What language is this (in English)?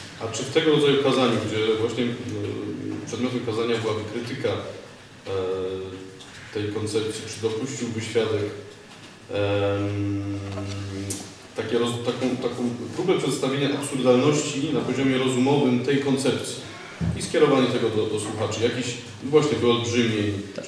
Polish